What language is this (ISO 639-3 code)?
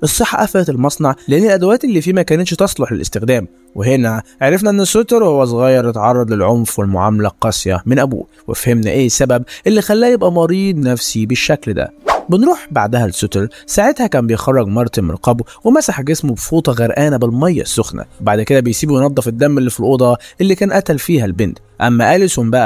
arz